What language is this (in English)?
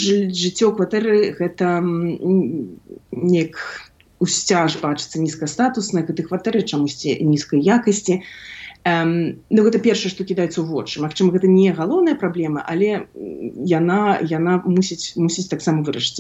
Belarusian